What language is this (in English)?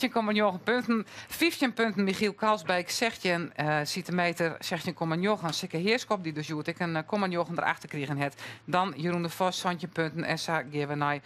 Western Frisian